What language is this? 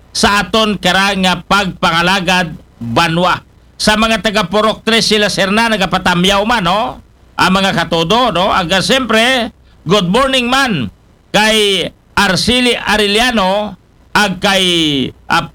Aklanon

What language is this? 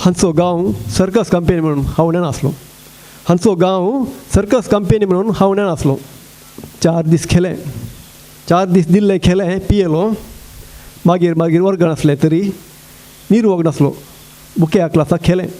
Konkani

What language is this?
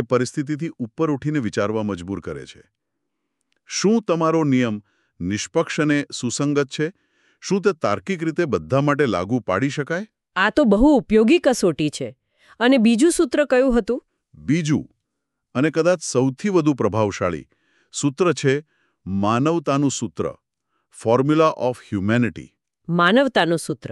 Gujarati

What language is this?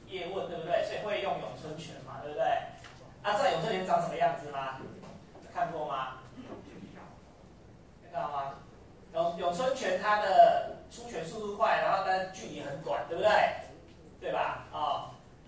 Chinese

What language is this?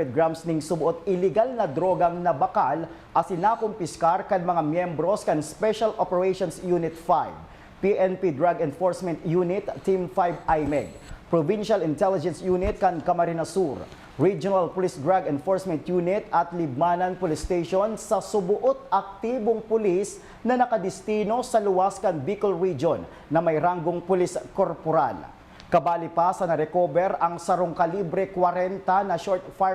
Bikol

